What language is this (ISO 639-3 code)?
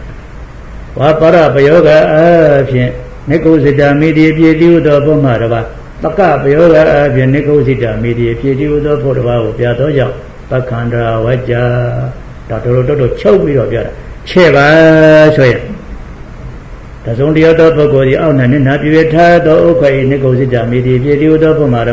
mya